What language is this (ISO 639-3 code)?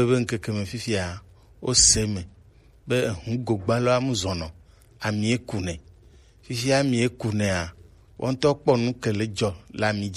gej